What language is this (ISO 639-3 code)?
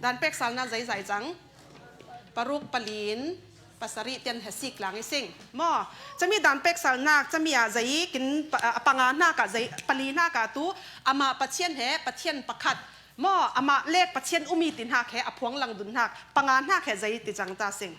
cfm